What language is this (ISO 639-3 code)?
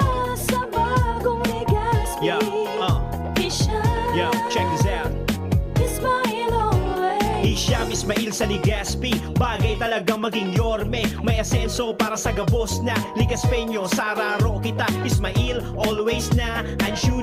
bik